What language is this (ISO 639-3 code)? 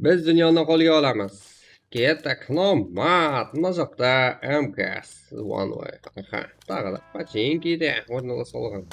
kaa